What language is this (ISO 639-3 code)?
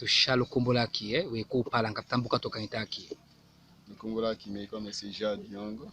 tll